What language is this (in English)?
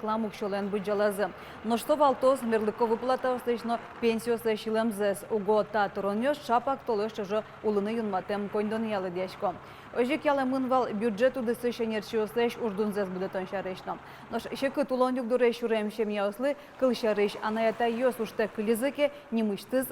Udmurt